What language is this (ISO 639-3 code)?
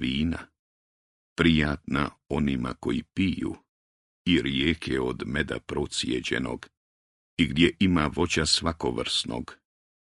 bos